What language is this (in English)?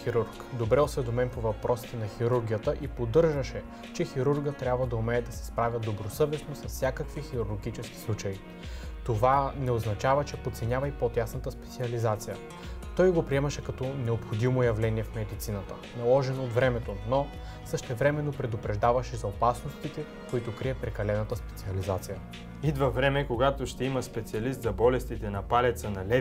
Bulgarian